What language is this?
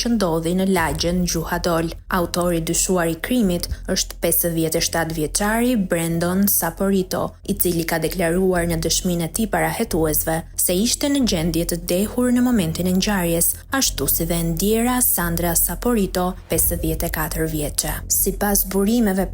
Albanian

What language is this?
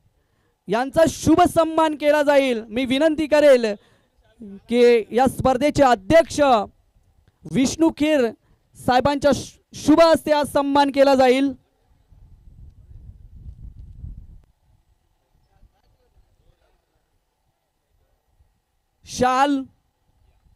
Marathi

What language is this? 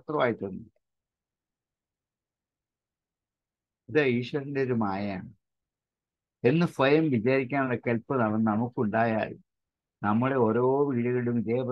Malayalam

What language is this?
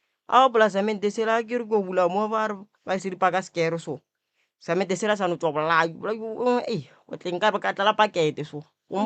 Northern Sotho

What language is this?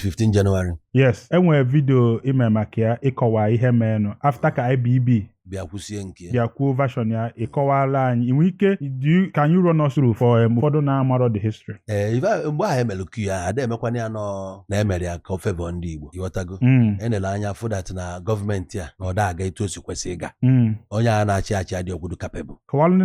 Igbo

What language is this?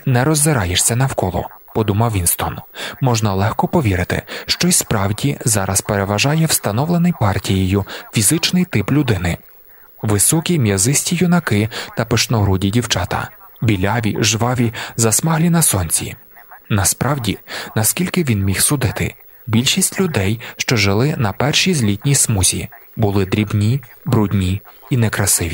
Ukrainian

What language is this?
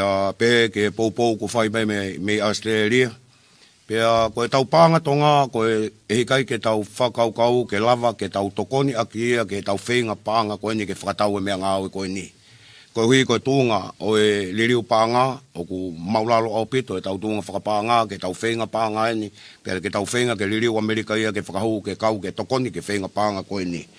Tongan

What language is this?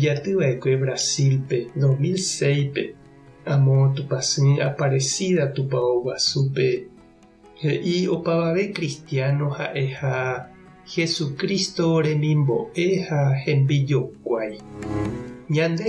Guarani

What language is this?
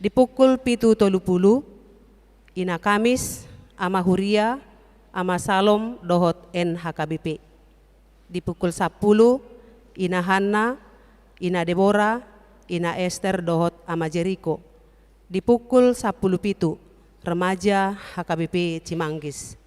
Batak Toba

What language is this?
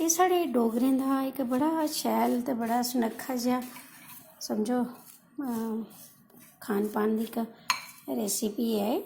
Dogri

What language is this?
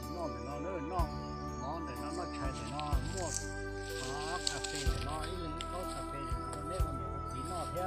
Hmong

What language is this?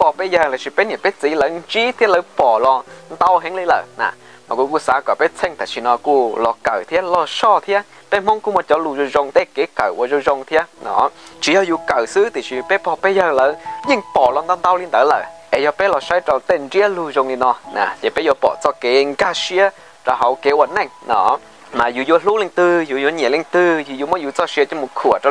Hmong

